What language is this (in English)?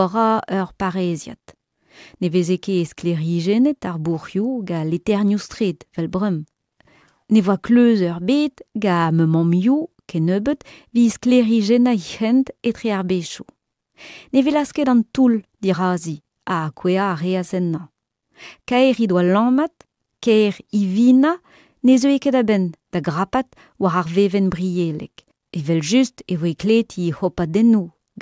Breton